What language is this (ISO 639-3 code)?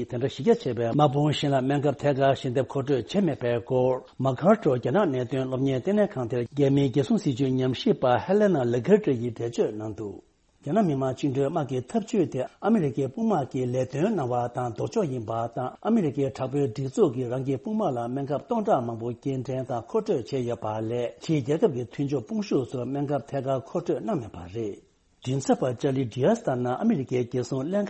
bod